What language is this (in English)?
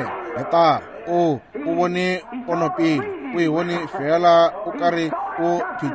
Northern Sotho